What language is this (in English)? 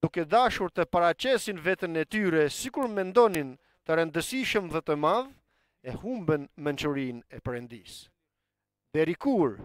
Albanian